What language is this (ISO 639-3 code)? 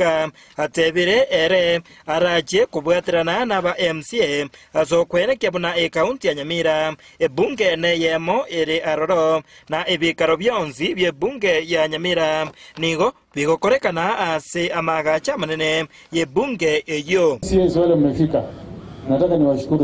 guz